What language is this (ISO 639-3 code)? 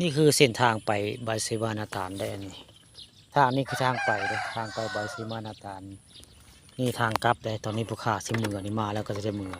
tts